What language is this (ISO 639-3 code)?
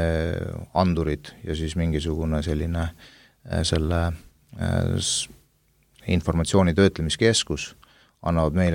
est